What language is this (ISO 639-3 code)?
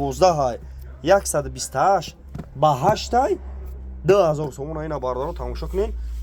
tgk